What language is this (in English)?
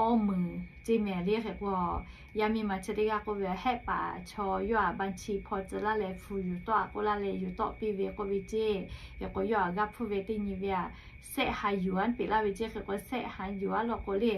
Lahu